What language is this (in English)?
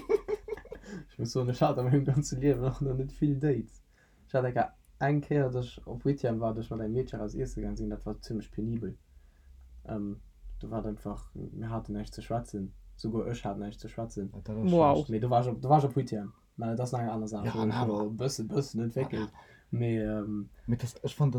Luxembourgish